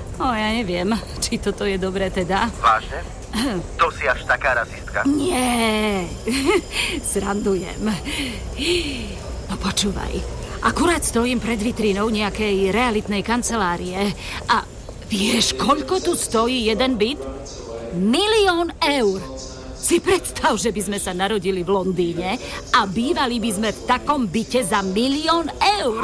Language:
Slovak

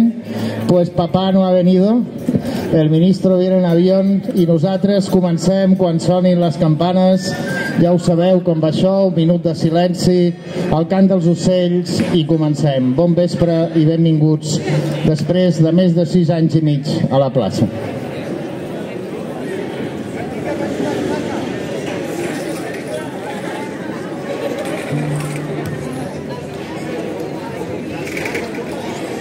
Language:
Catalan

